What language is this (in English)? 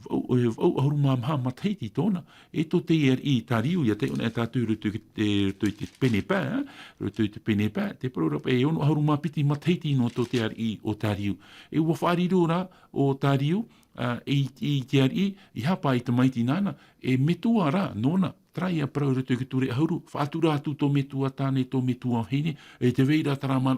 Tahitian